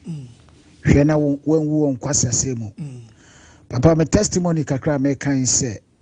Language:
Akan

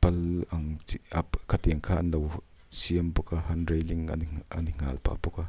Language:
Mizo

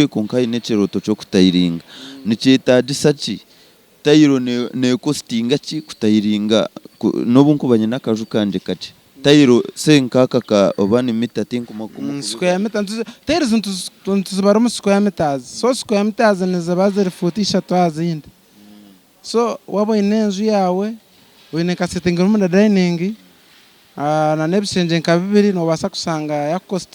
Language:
Nyankole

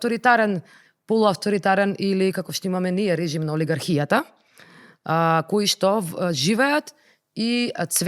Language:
Macedonian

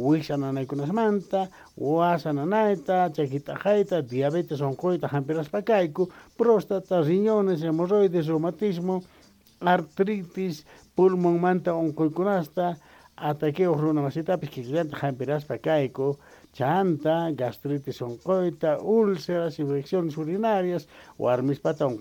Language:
South Bolivian Quechua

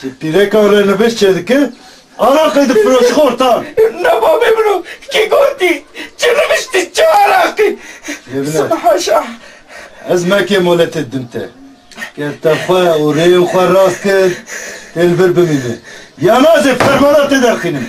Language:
Kurdish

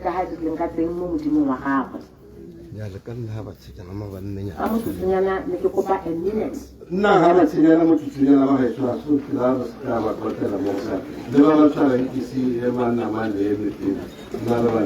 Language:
Tswana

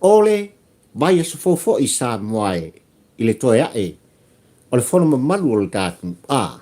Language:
Samoan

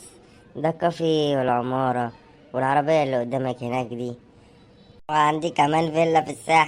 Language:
Egyptian Arabic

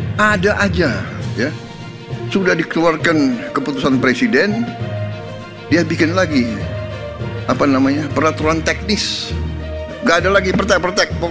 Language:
Indonesian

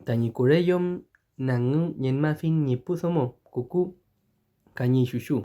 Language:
Mapuche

